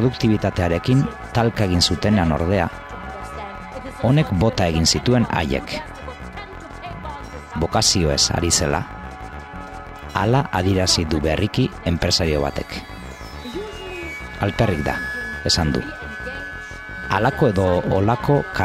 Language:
Basque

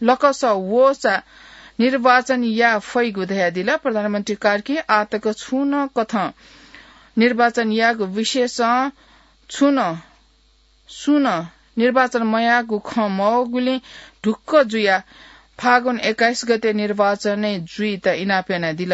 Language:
Newari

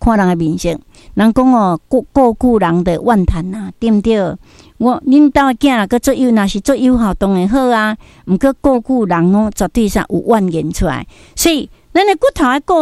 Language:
Min Nan Chinese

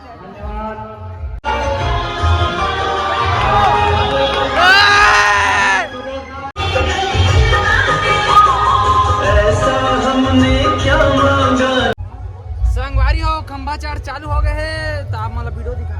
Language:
Chhattisgarhi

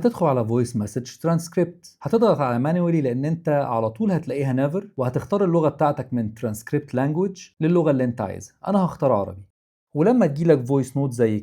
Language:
Egyptian Arabic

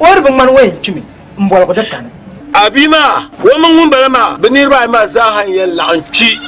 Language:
Dagbani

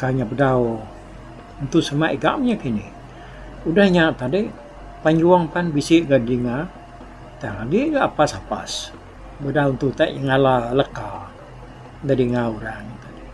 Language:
Iban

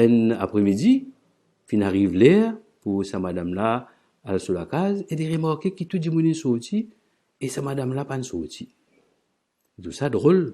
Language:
Morisyen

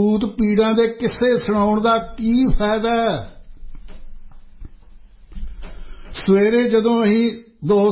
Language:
Punjabi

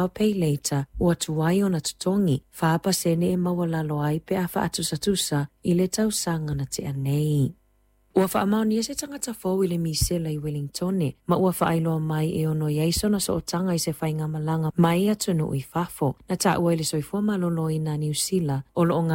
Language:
Samoan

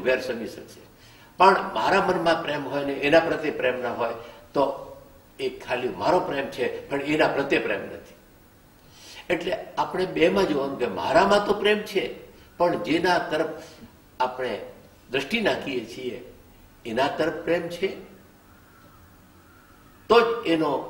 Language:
Gujarati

